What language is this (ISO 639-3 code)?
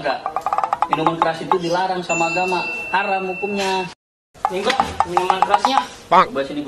bew